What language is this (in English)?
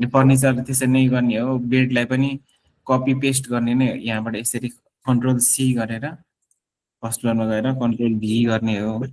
Nepali